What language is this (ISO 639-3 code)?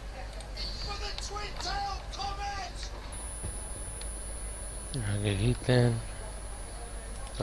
eus